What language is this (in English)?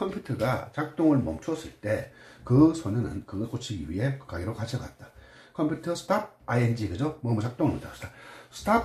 Korean